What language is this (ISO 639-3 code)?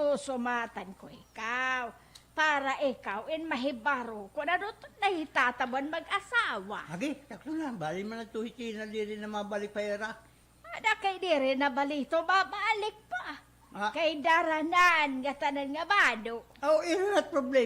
war